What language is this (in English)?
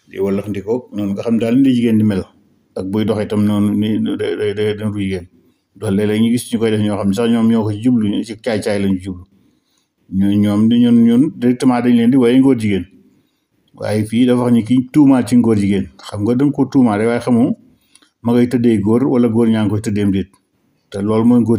Wolof